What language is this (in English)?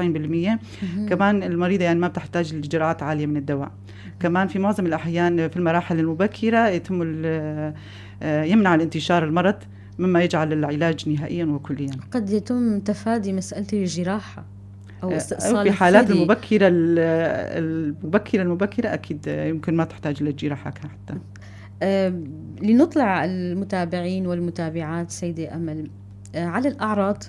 North Levantine Arabic